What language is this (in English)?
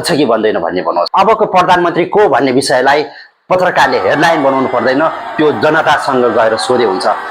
Nepali